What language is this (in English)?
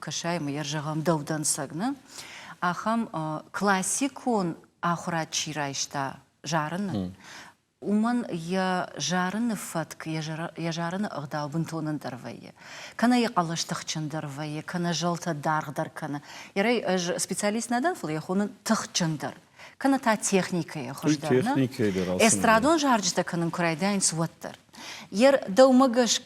Ossetic